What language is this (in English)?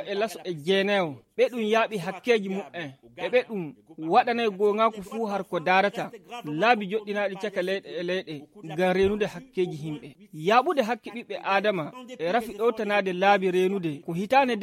Fula